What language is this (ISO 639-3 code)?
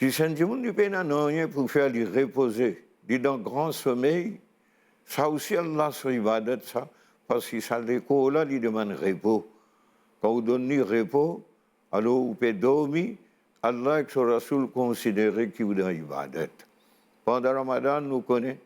mfe